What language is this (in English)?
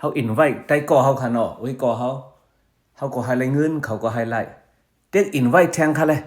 Shan